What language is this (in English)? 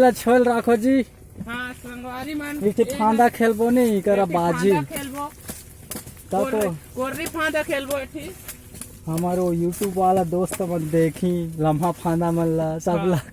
Chhattisgarhi